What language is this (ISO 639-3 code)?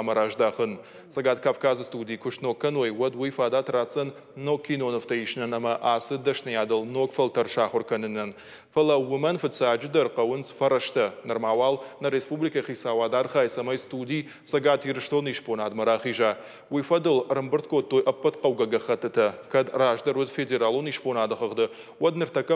oss